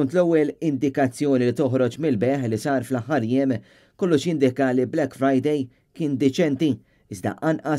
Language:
Maltese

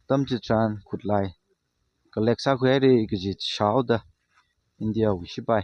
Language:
Tangkhul Naga (India)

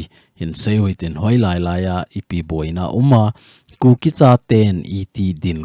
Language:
Thado Chin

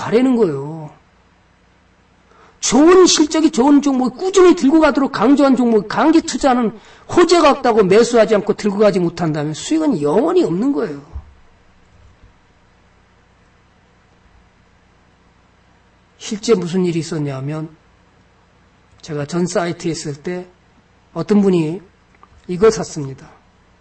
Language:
Korean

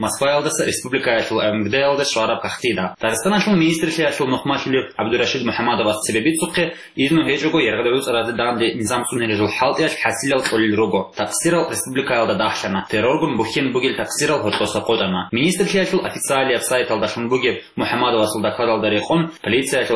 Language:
Avaric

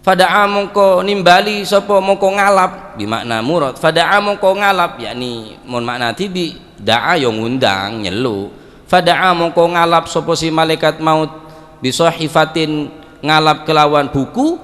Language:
Madurese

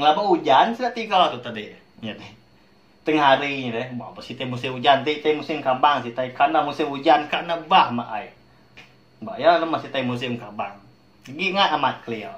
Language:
Iban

